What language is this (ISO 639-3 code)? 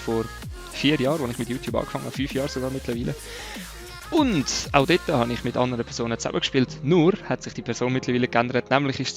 gsw